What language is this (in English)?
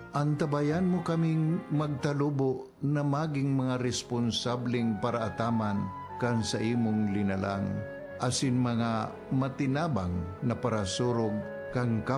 Bikol